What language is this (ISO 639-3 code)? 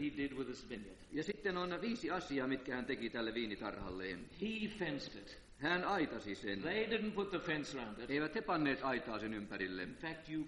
fin